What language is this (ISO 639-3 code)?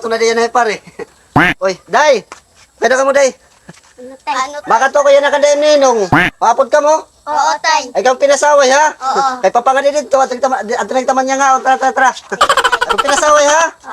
war